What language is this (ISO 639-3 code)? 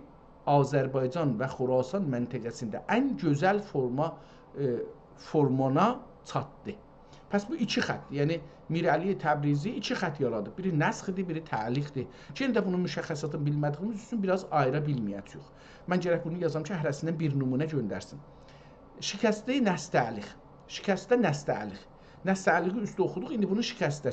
azb